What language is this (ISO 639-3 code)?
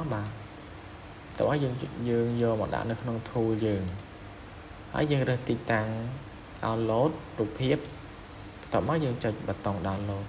khm